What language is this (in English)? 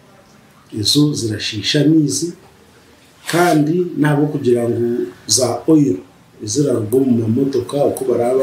Nyankole